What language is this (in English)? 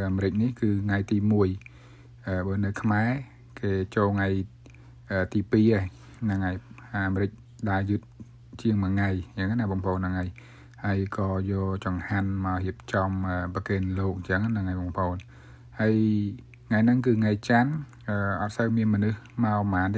Khmer